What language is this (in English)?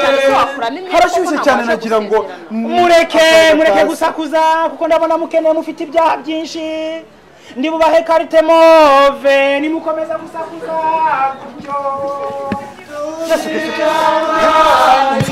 Kinyarwanda